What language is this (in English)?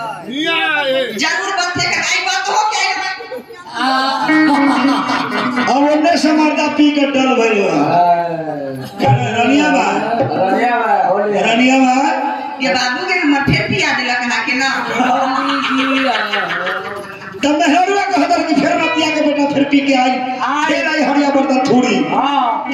Bhojpuri